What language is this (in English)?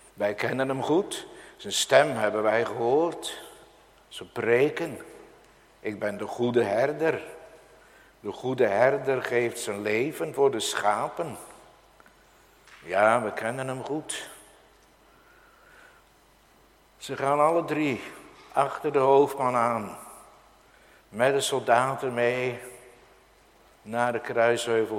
Dutch